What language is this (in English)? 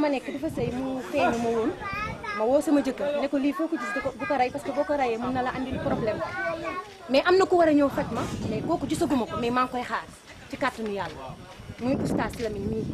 Wolof